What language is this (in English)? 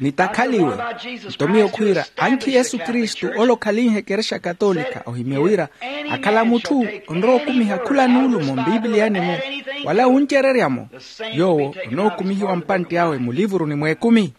Makhuwa